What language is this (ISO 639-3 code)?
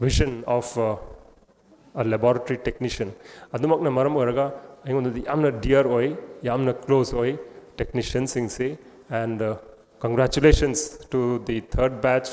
mni